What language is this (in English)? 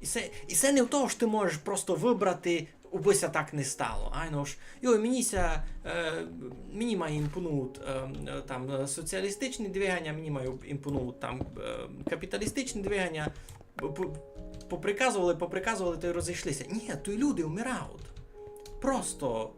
Rusyn